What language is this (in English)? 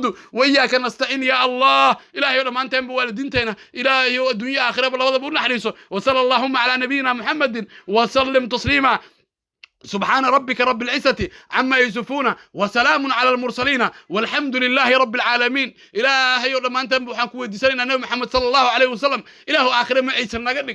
Somali